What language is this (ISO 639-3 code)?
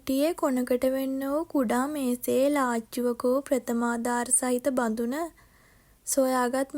sin